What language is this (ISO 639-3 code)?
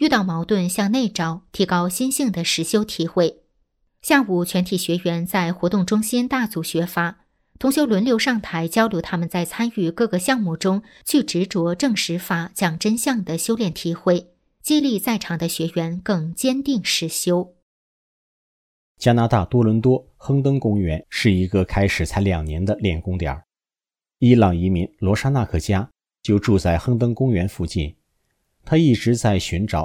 zho